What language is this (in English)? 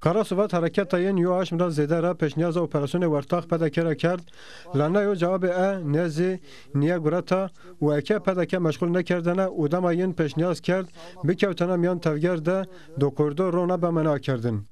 Zaza